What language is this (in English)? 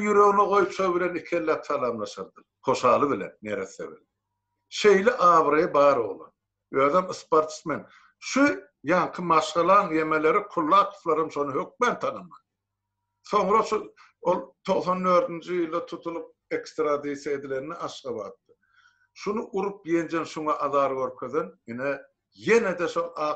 Turkmen